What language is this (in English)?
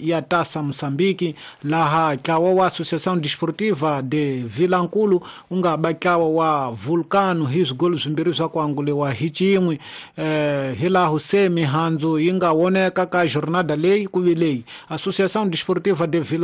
Tsonga